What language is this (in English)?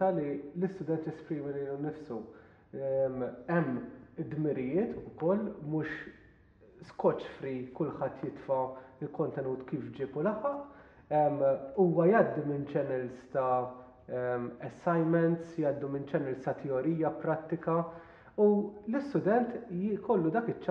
Maltese